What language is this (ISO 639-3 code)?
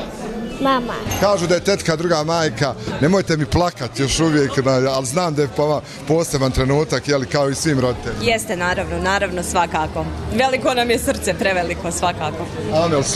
bos